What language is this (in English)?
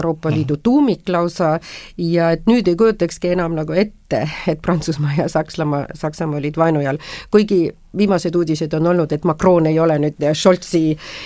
Estonian